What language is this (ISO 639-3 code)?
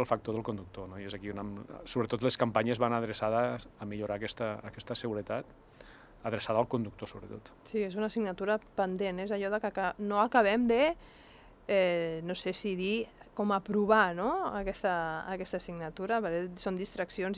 cat